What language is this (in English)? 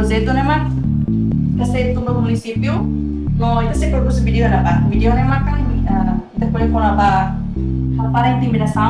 Tetum